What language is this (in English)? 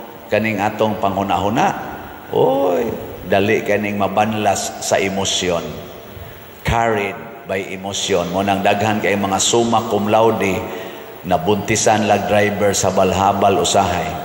Cebuano